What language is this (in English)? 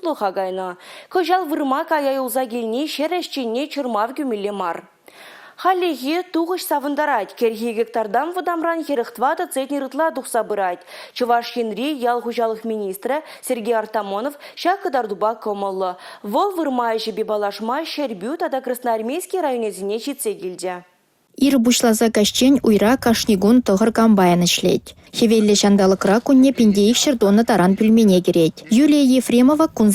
Chuvash